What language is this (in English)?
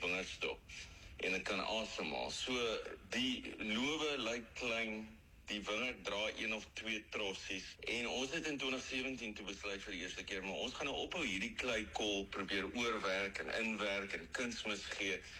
Afrikaans